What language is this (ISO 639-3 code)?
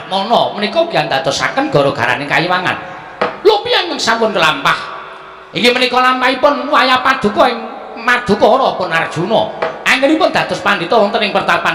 jav